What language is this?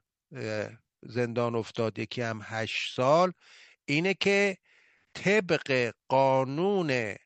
Persian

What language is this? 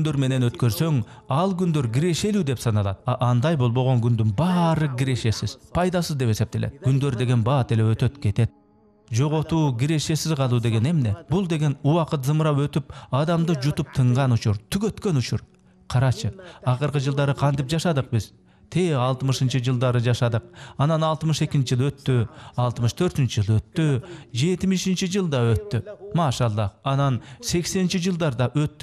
Kyrgyz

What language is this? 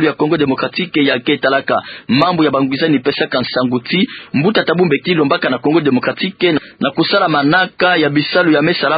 Kituba (Democratic Republic of Congo)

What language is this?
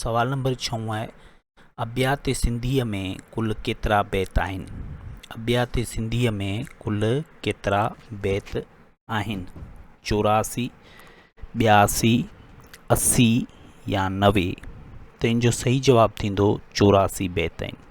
Sindhi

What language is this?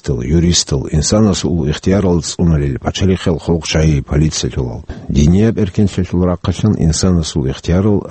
Avaric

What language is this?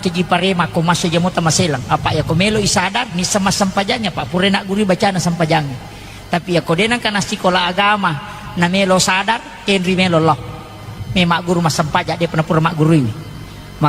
Buginese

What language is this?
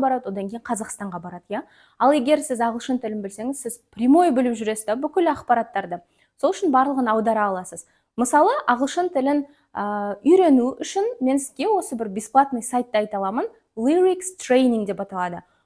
Kazakh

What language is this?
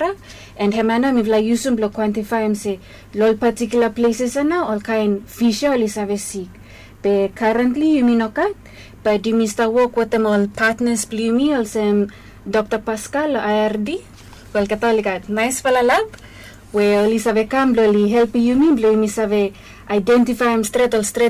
Bislama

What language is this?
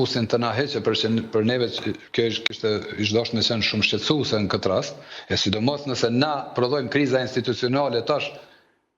Albanian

